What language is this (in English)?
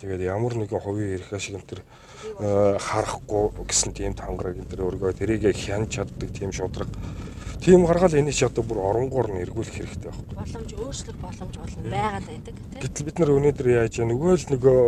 Mongolian